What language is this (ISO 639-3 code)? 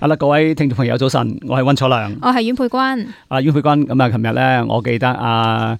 yue